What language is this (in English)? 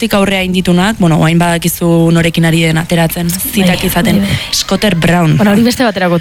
Basque